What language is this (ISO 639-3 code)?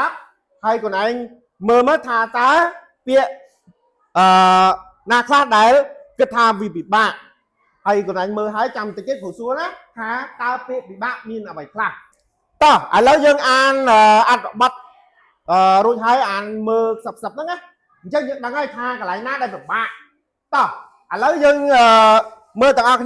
khm